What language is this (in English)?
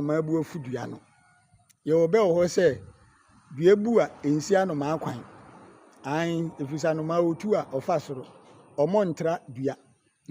Akan